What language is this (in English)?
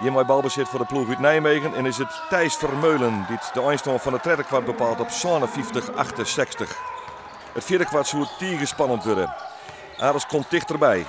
Western Frisian